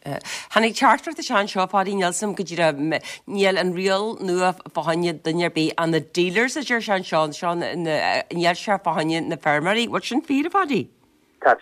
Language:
Irish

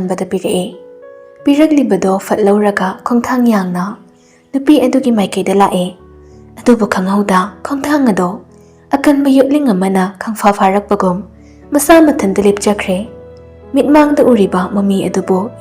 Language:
Manipuri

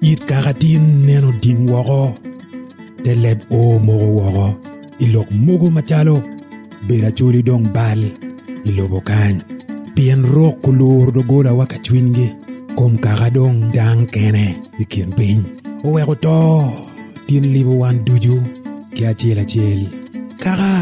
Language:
Acoli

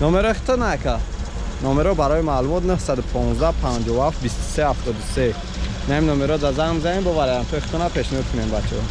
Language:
Tajik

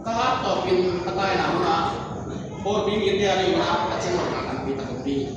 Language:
Tedim Chin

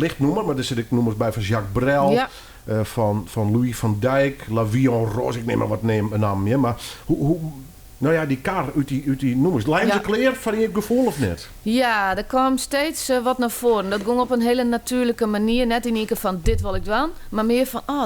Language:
Western Frisian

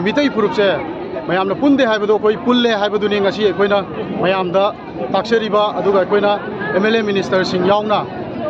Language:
Manipuri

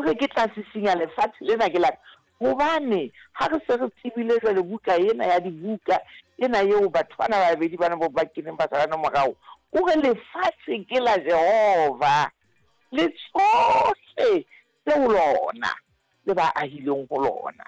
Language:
Southern Sotho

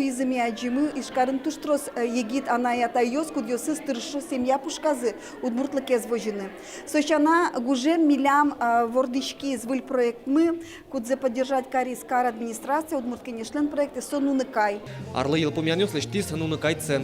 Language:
Udmurt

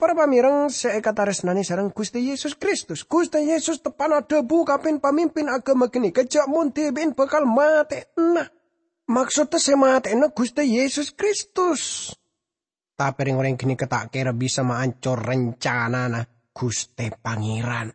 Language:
Madurese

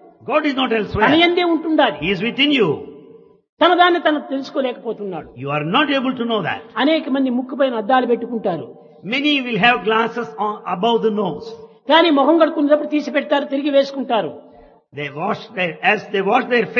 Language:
Telugu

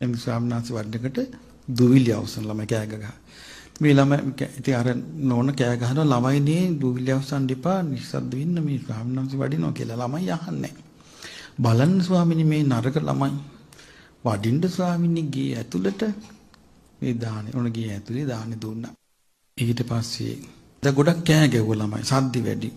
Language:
Sinhala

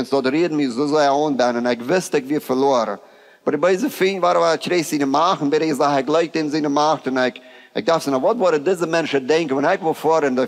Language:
Plautdietsch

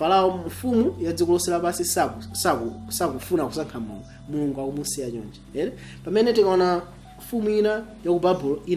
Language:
Nyanja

